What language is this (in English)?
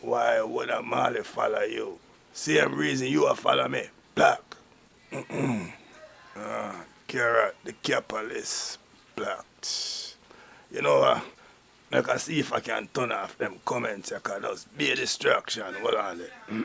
Jamaican Creole English